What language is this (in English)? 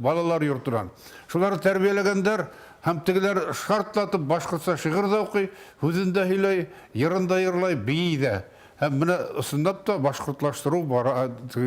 Bashkir